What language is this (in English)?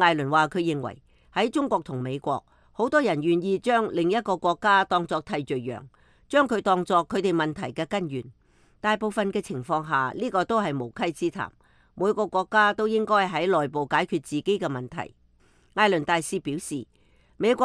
Cantonese